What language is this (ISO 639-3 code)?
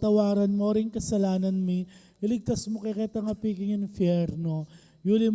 pam